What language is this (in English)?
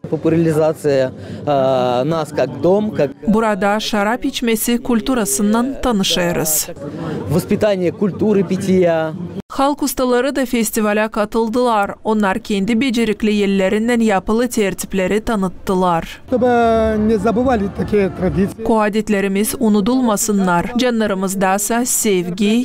Gagauz